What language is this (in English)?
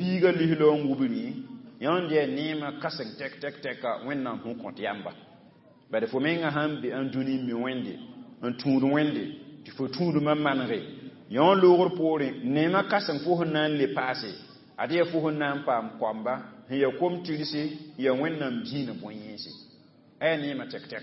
Mossi